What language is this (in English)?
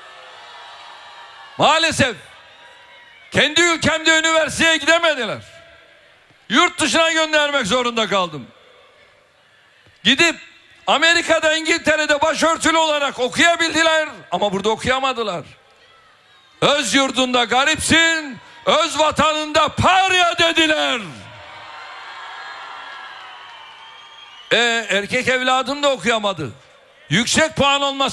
Turkish